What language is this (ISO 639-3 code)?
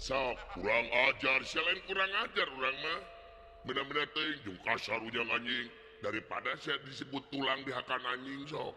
sun